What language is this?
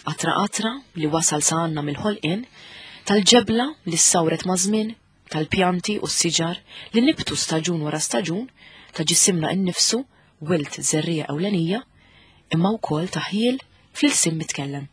Maltese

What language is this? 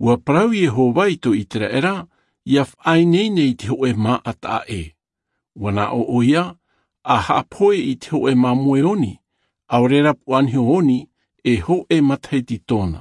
Tahitian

